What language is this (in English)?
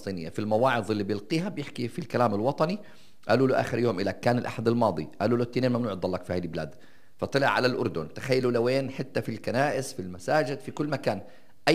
North Levantine Arabic